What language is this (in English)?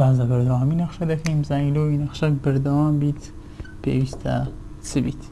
Central Kurdish